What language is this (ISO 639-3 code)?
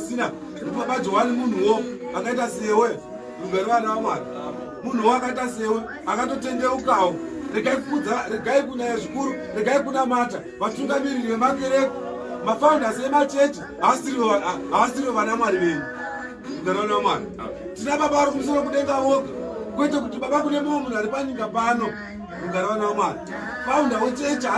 sna